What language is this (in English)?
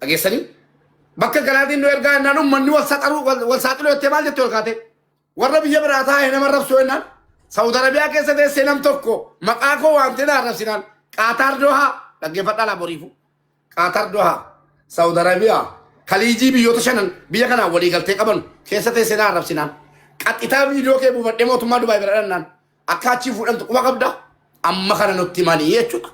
Oromo